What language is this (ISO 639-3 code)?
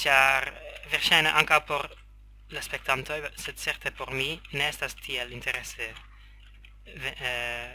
epo